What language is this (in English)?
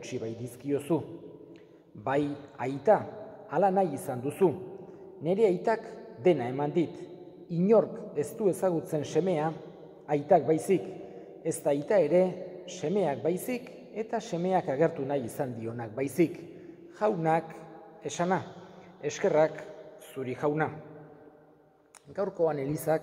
Basque